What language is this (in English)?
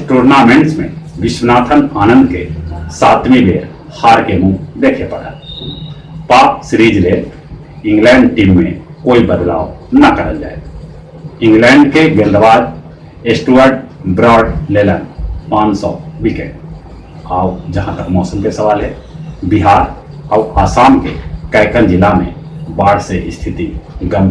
Magahi